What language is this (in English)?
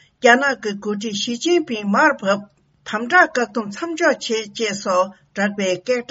Tibetan